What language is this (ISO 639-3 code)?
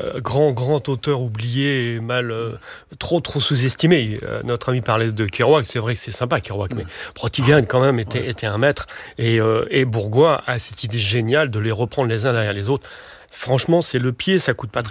fra